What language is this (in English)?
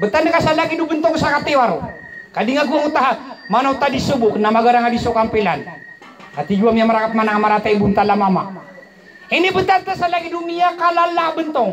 Maranao